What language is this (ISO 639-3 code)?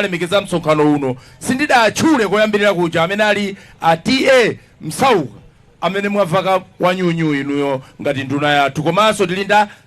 nya